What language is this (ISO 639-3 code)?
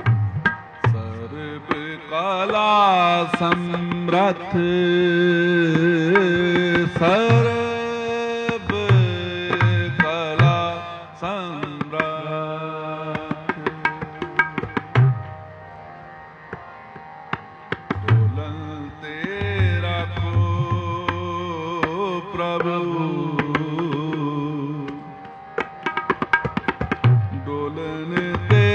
pan